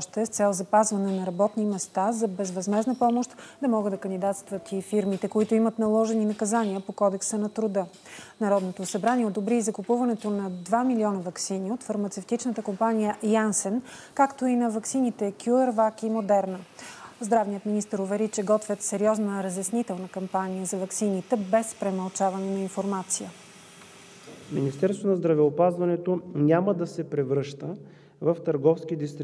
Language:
Bulgarian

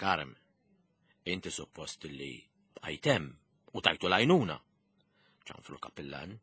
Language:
Maltese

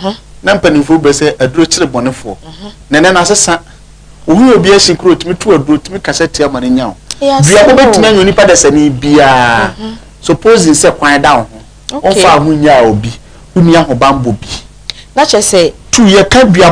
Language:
Akan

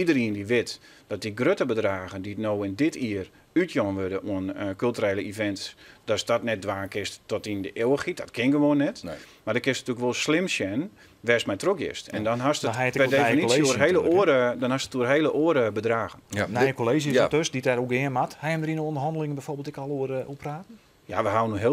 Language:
Western Frisian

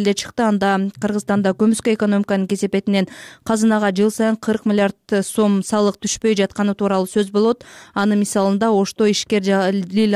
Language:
Kyrgyz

